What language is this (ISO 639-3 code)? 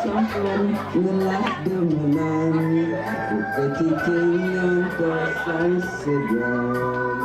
ban